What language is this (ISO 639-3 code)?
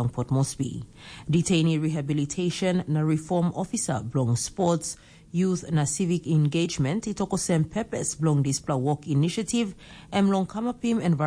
tpi